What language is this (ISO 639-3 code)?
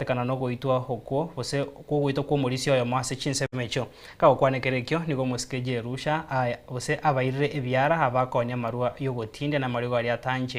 guz